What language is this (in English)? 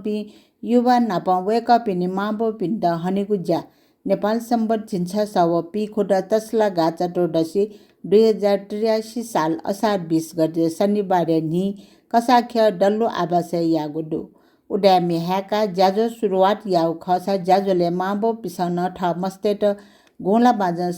Newari